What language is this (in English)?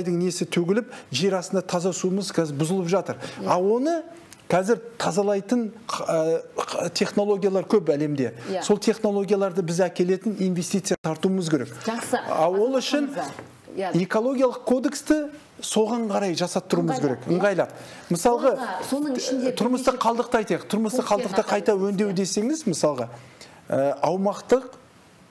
Kazakh